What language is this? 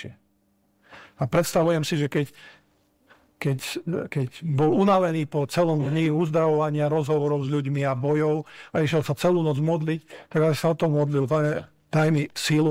Slovak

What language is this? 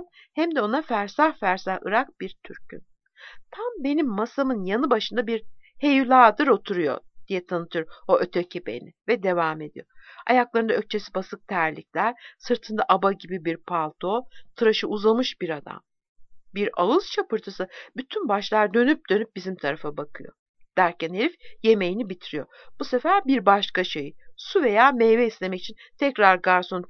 Turkish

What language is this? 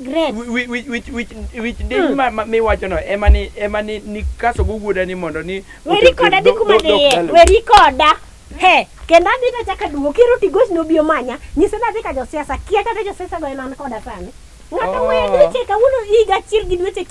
Luo (Kenya and Tanzania)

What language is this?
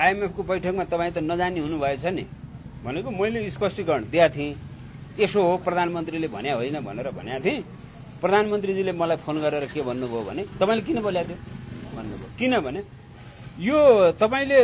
Nepali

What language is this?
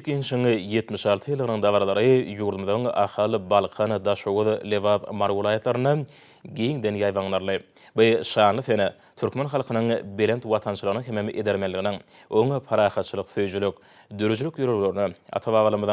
Turkmen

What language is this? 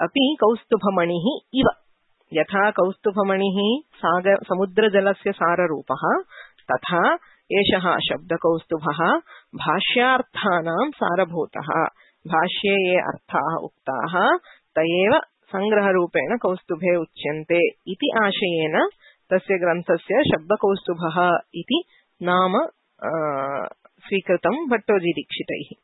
Sanskrit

